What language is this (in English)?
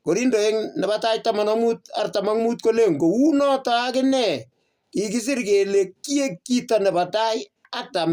Kalenjin